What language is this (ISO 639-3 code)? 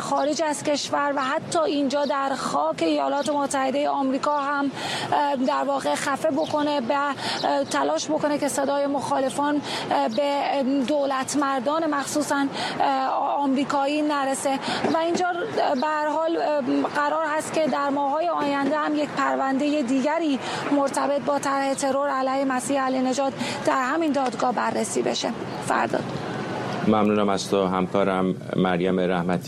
fas